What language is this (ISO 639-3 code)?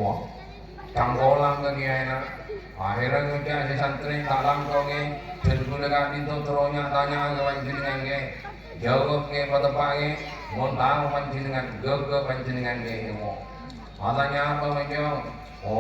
mad